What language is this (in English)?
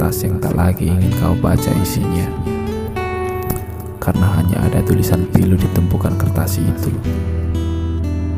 Indonesian